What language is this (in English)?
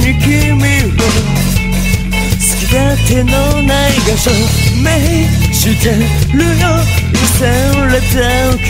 Japanese